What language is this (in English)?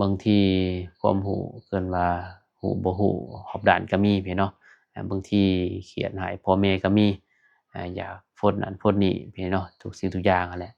Lao